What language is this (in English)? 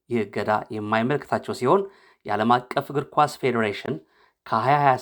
Amharic